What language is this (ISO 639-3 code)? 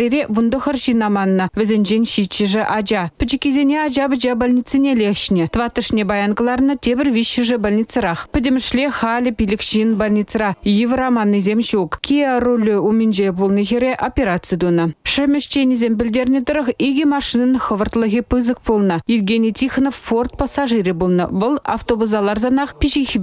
chv